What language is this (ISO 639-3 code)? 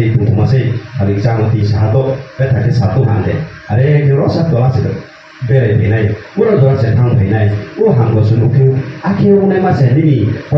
ria